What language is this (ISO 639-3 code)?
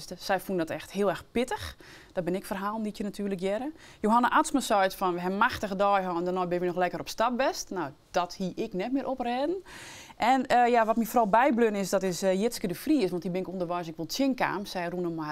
fry